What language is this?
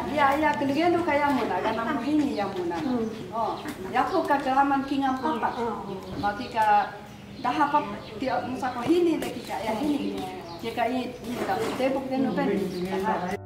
Taroko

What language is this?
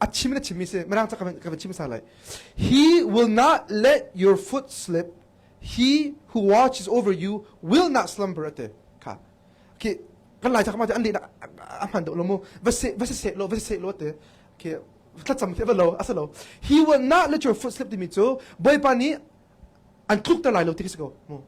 Hakha Chin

